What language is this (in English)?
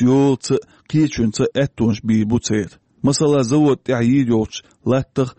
Chechen